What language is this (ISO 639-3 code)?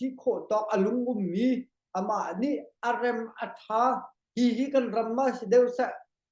cnh